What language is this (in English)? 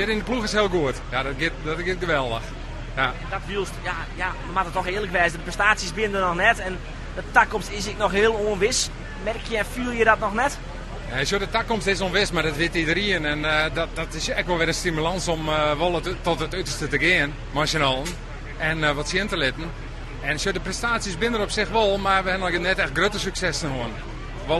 Western Frisian